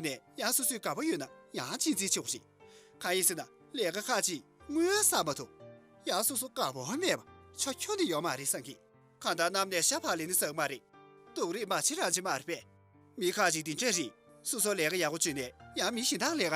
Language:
Tibetan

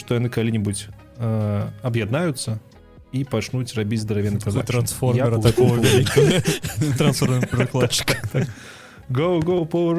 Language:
Belarusian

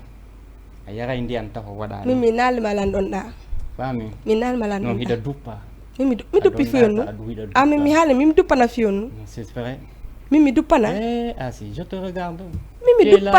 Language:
Fula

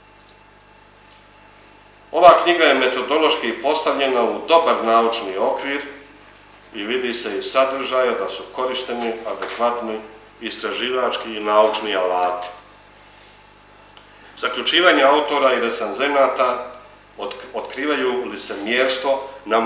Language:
Bosnian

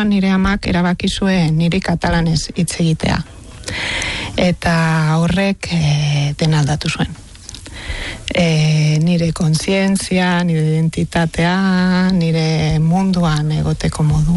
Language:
Basque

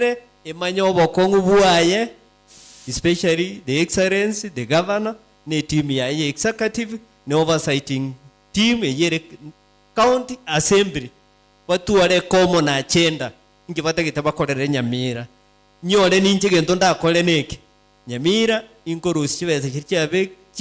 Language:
Gusii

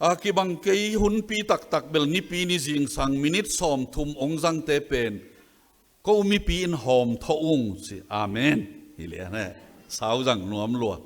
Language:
Tedim Chin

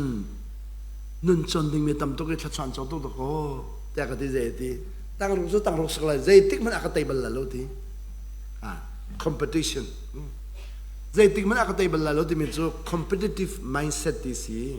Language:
Hakha Chin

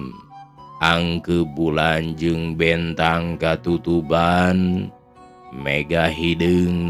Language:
Sundanese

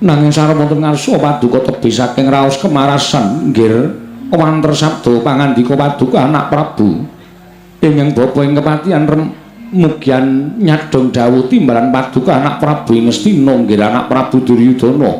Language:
Javanese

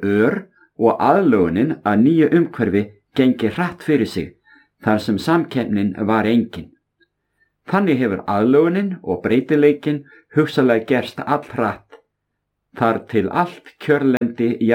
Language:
Icelandic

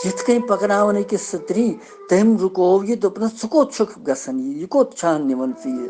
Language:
Kashmiri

